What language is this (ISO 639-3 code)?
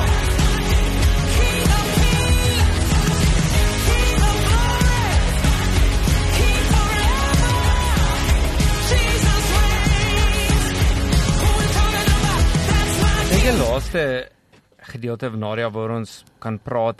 afr